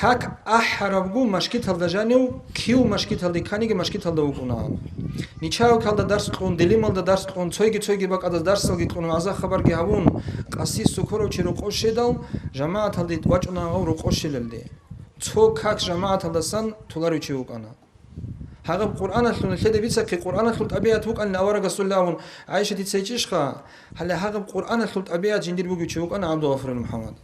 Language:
Avaric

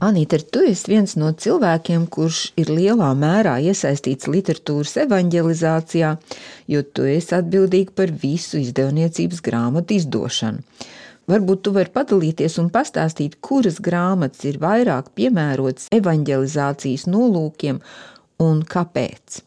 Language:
Latvian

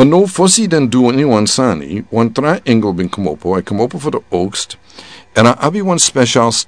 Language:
Sranan Tongo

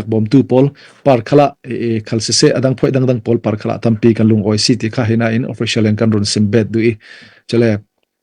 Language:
Falam Chin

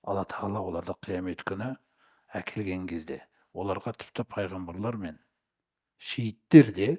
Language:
Kazakh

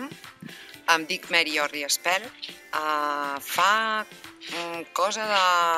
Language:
Catalan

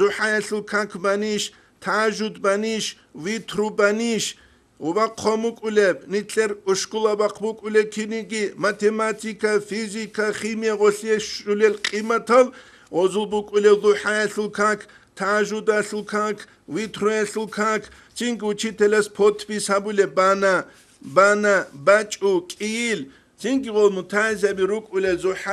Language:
Avaric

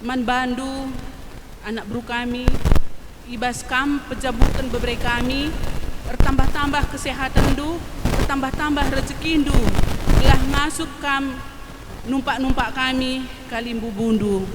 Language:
Batak Karo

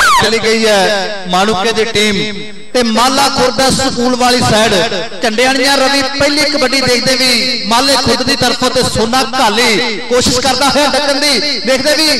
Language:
Punjabi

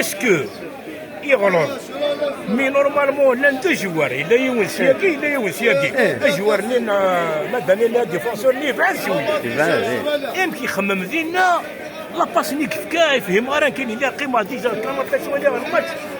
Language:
Kabyle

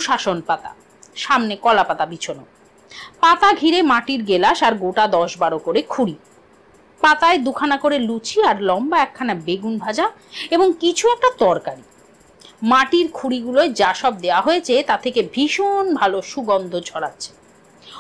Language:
Bangla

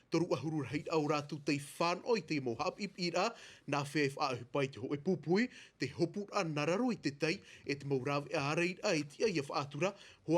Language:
Tahitian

